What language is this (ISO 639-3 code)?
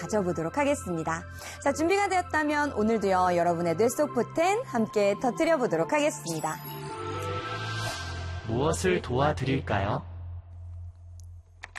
kor